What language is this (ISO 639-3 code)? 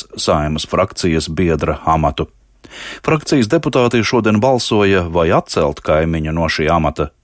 lav